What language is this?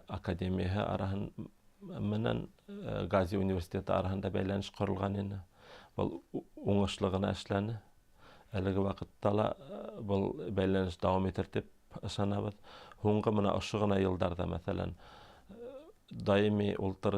Bashkir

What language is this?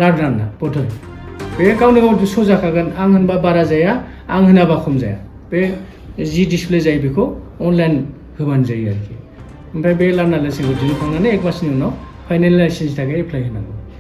Bodo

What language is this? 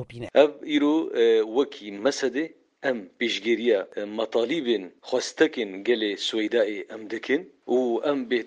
Kurdish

